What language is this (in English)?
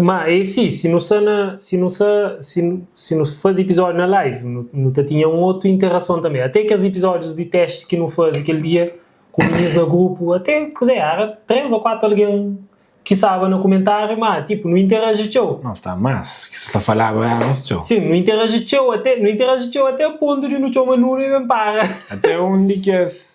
Kabuverdianu